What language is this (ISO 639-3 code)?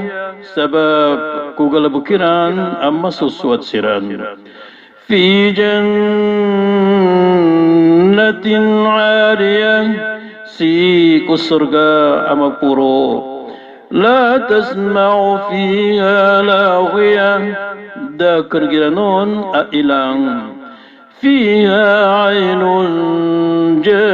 mrw